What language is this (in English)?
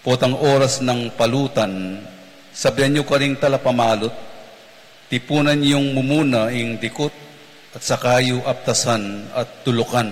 Pampanga